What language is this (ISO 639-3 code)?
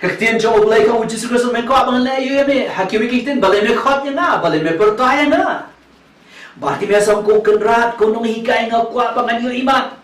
kha